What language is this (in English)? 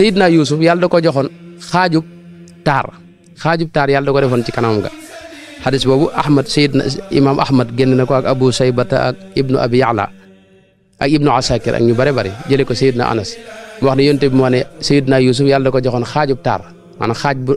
Wolof